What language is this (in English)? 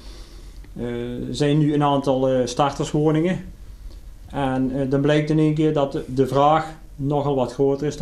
Dutch